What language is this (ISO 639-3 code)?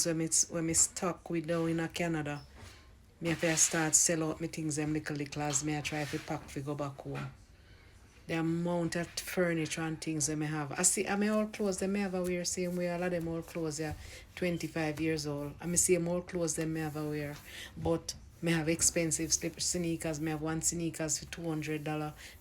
jam